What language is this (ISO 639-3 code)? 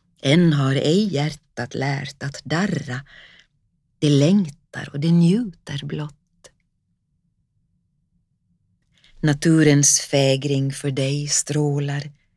swe